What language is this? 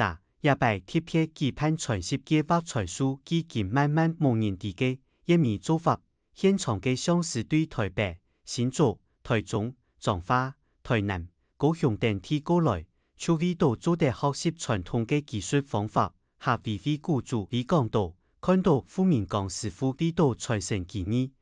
Hakka Chinese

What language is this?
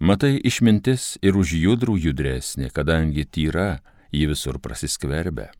Lithuanian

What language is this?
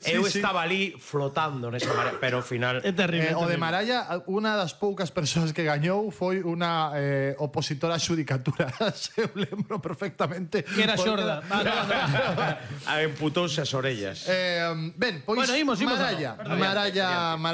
Galician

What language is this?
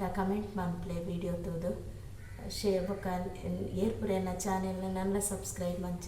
Tulu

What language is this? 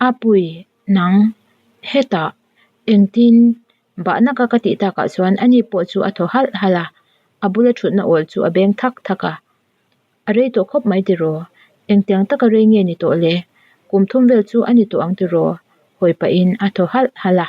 Mizo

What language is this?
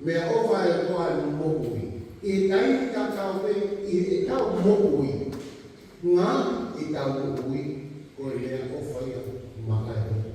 Tongan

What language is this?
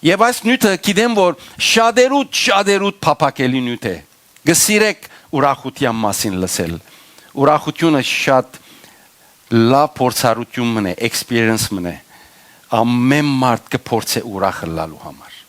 Western Armenian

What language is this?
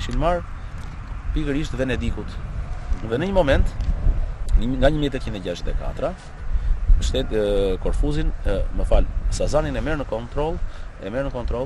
Albanian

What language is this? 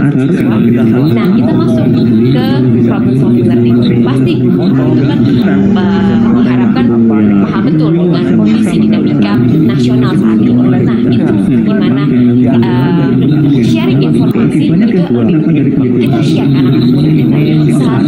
Indonesian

